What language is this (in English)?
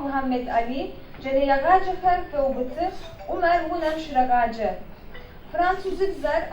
Adyghe